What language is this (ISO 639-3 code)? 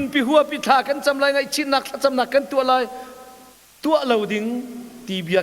cnh